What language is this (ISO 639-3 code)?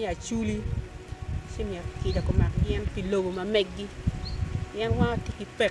ach